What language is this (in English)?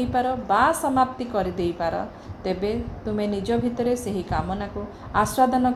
Odia